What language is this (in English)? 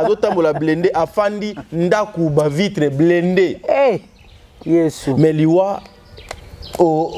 Lingala